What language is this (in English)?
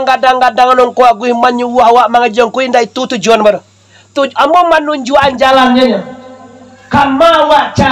Minangkabau